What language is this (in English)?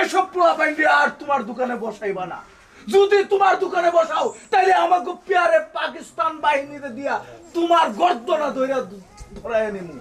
Sylheti